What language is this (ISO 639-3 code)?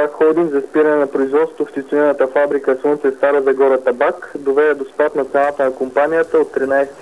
bul